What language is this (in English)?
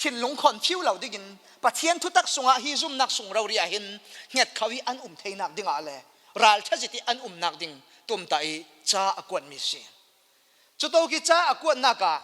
Falam Chin